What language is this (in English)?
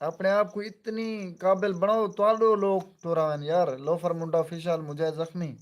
Saraiki